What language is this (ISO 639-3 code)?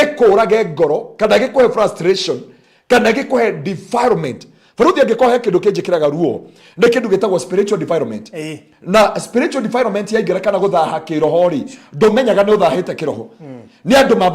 kik